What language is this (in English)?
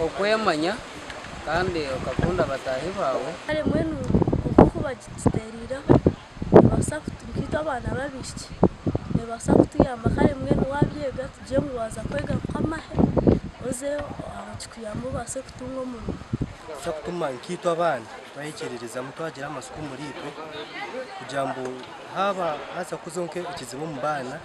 Nyankole